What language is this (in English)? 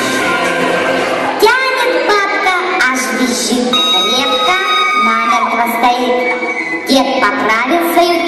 Russian